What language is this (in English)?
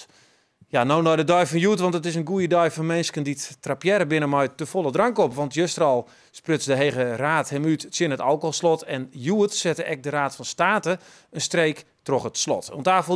Western Frisian